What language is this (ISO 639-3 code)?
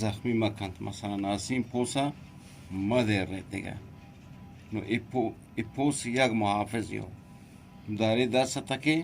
bgp